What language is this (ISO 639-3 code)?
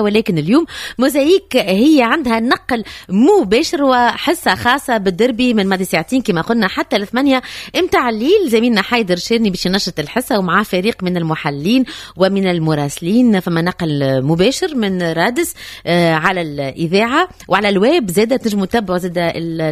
aeb